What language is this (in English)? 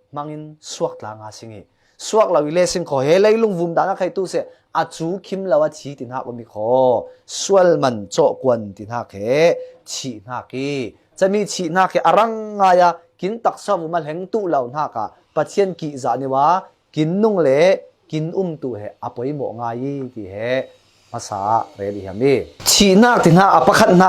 Falam Chin